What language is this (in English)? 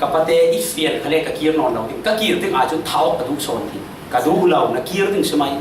Falam Chin